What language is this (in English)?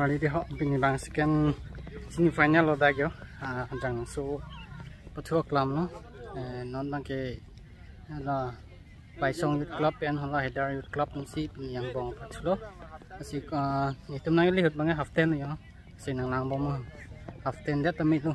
Karbi